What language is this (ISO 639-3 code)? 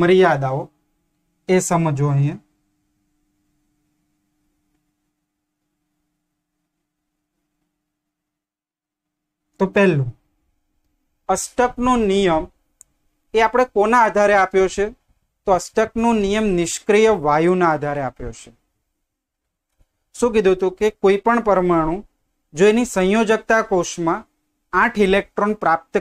guj